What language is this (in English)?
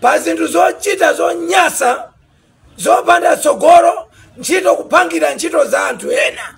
Nyanja